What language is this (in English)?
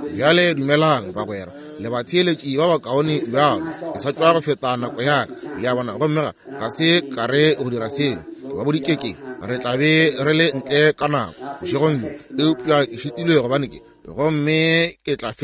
Northern Sotho